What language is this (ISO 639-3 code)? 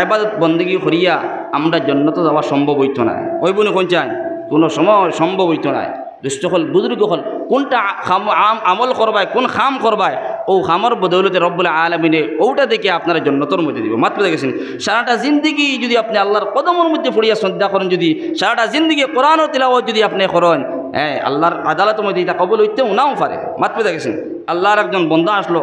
syl